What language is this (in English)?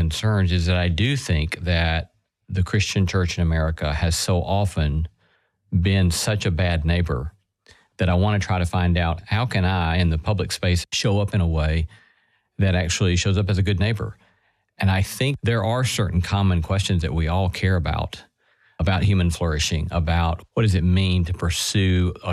English